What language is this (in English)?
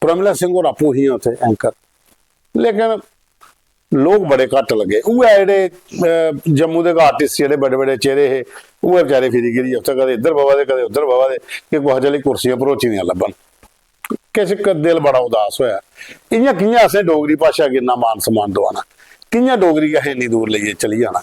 Dogri